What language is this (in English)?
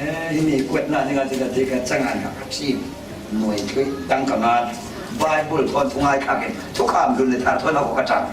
Falam Chin